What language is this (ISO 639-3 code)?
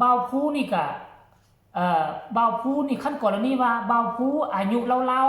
lao